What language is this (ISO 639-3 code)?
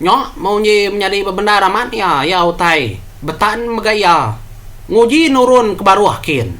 iba